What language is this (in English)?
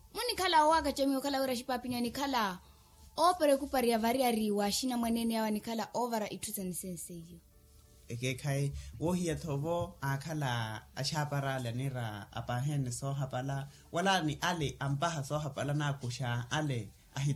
Makhuwa